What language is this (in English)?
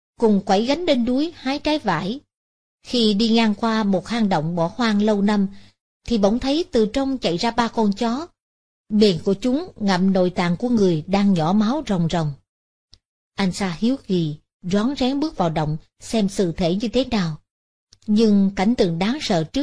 Vietnamese